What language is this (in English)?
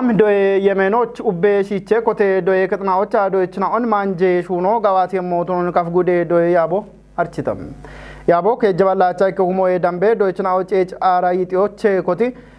Kafa